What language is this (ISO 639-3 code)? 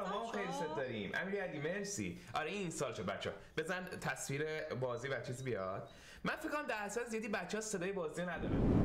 fas